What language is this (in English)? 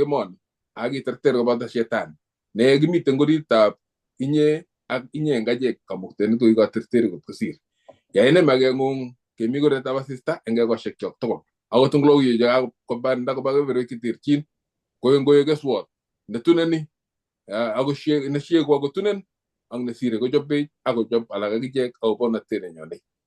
Kalenjin